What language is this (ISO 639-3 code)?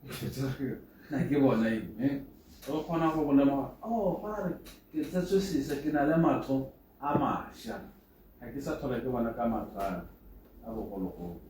tsn